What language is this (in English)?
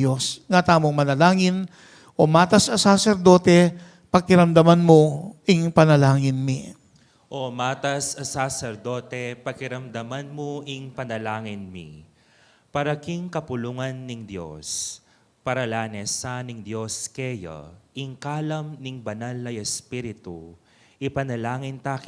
Pampanga